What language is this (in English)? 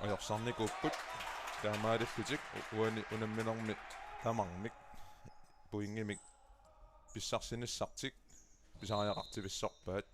Kalaallisut